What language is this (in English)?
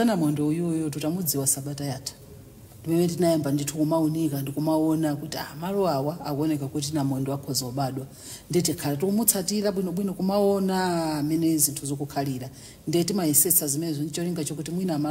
Nyanja